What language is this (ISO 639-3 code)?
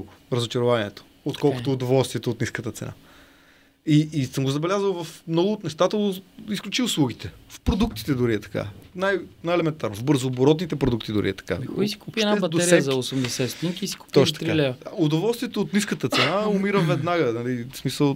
bul